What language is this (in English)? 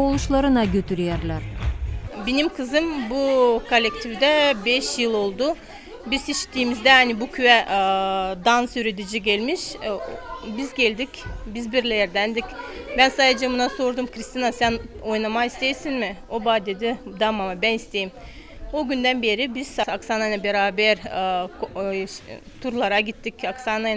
Gagauz